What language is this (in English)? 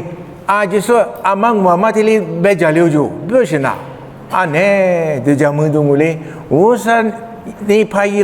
Lisu